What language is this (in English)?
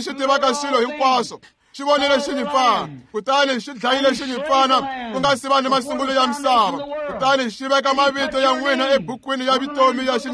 Tsonga